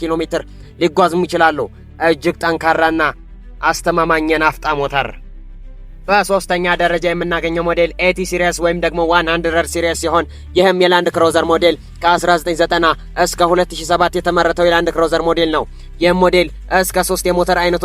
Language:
Amharic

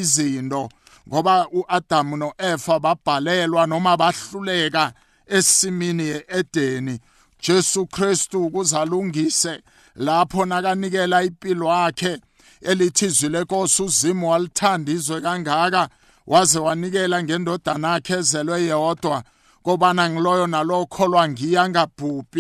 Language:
South Ndebele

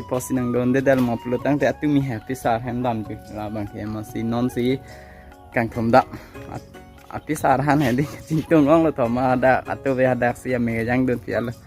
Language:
Karbi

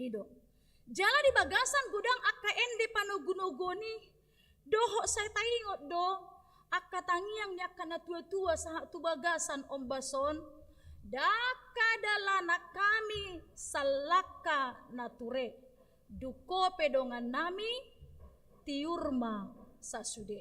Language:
Batak Toba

